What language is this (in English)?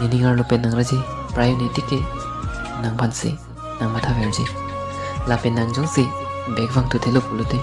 Karbi